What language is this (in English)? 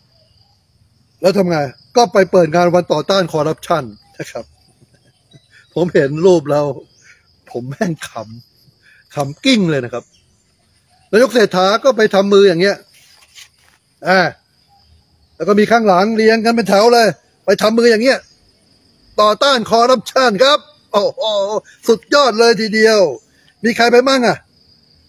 Thai